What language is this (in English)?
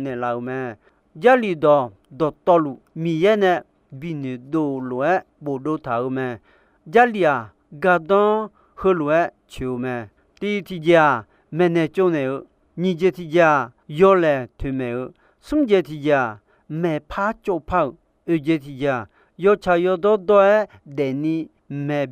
Akha